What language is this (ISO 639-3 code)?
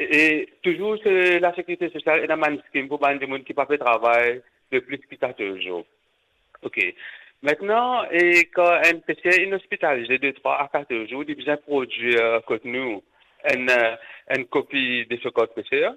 mfe